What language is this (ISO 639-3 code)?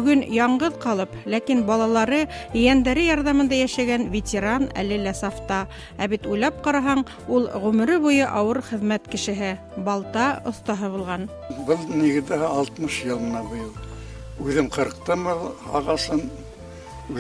bak